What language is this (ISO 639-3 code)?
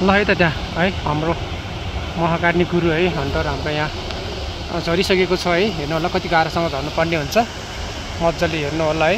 nep